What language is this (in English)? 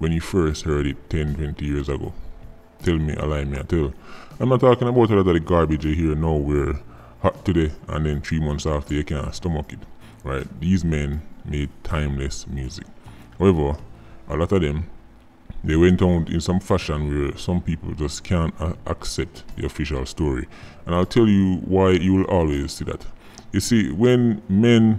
Jamaican Creole English